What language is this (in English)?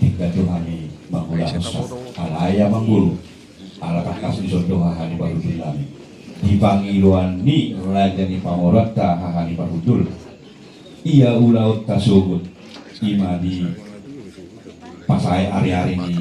Batak Toba